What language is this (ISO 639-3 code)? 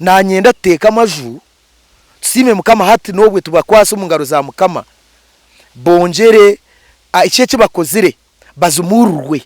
nyn